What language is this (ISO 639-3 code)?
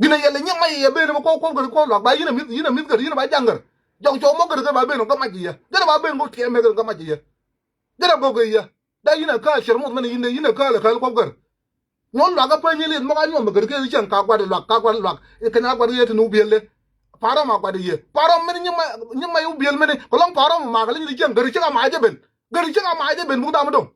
nus